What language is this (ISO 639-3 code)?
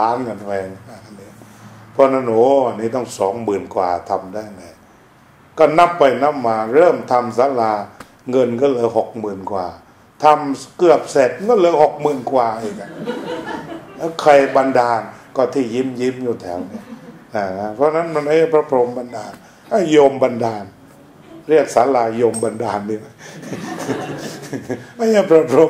tha